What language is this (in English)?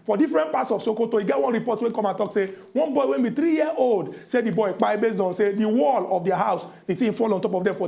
Nigerian Pidgin